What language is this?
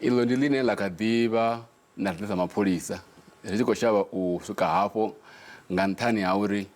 Venda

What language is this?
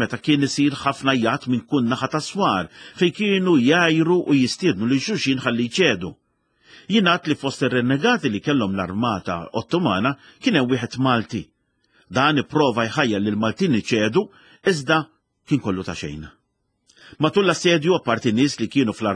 Maltese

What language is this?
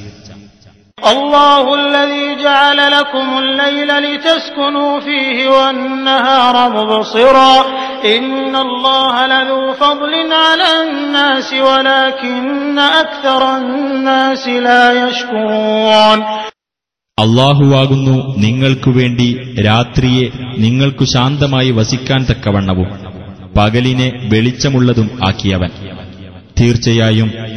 Malayalam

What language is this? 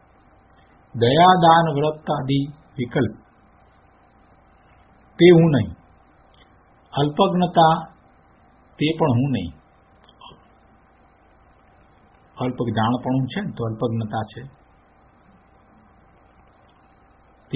Gujarati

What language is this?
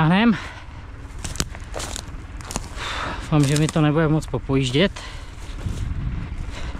Czech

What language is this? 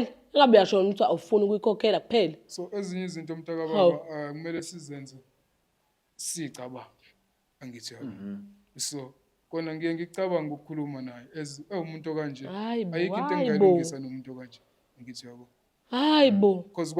Zulu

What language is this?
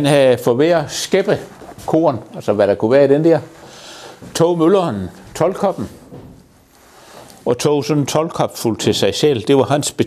Danish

